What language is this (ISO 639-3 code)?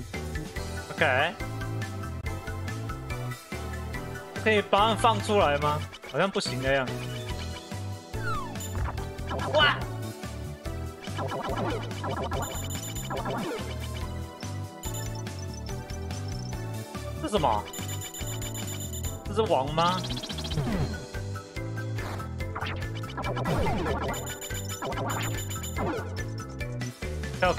zho